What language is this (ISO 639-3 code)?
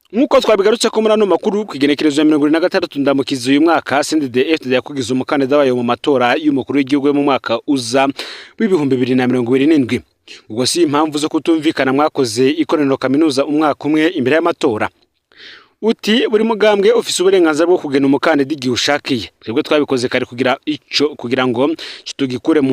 run